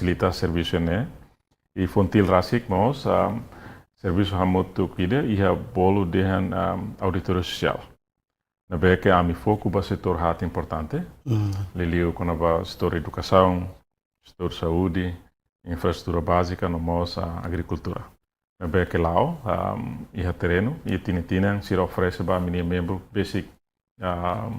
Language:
Tetum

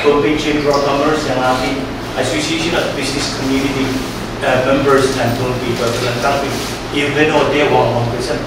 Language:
Pohnpeian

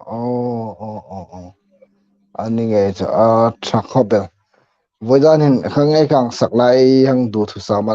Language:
Hmar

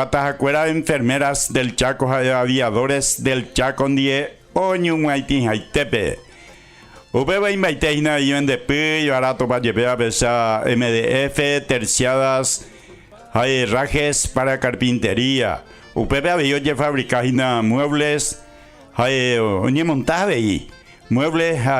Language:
Guarani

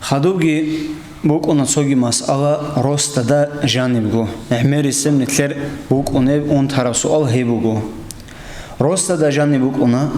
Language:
Avaric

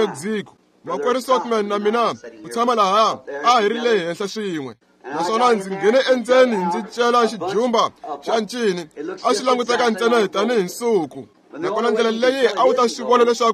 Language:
Tsonga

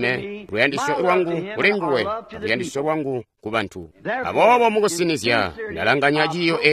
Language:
Tonga (Zambia)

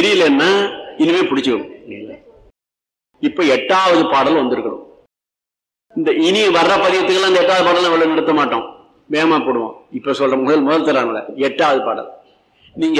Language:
Tamil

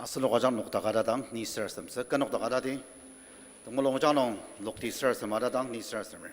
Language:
Ao Naga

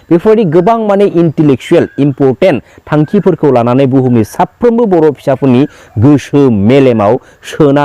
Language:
Bodo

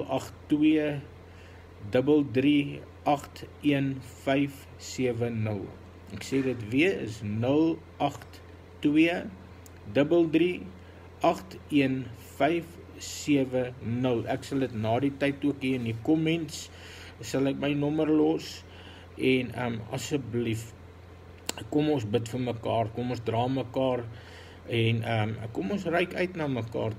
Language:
Afrikaans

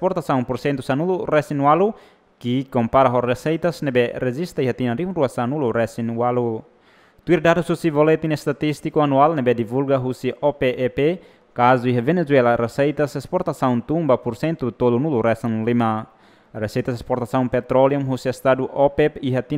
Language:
Tetum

